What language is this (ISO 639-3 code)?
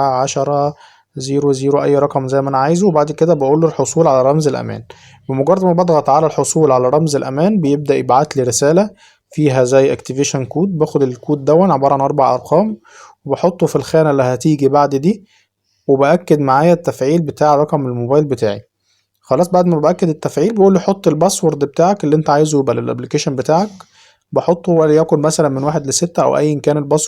arz